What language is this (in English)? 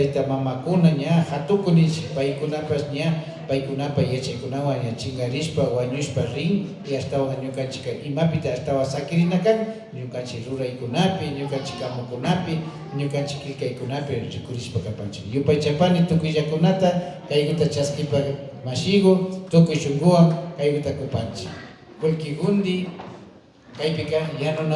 Imbabura Highland Quichua